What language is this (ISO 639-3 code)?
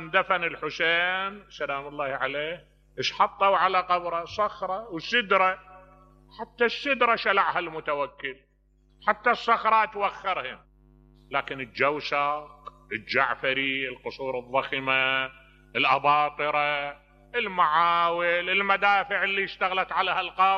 acm